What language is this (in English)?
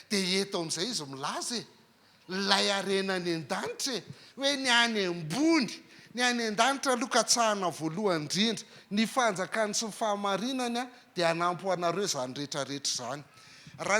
Malagasy